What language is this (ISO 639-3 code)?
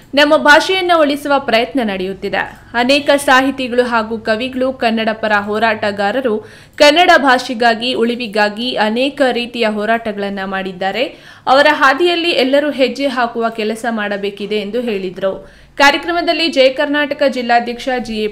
kan